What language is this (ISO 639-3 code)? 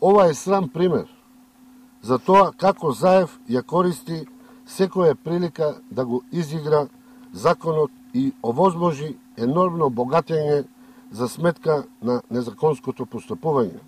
mkd